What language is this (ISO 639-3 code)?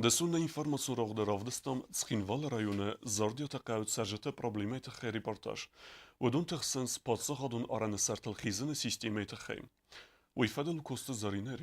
oss